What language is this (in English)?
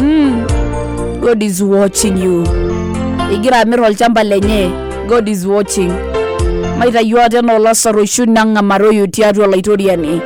Masai